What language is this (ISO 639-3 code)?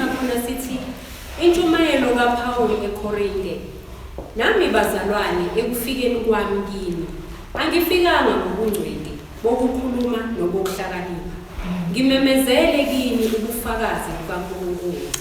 zul